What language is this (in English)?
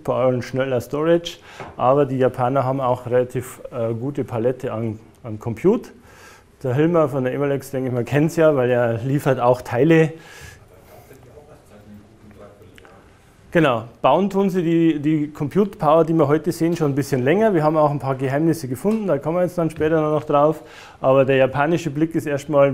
German